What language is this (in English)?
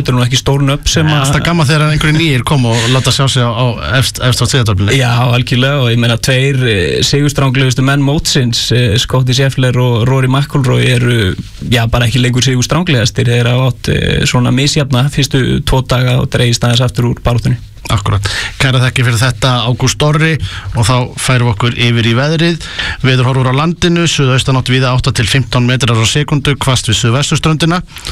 Icelandic